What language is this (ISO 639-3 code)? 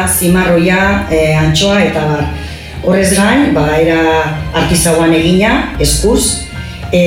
eus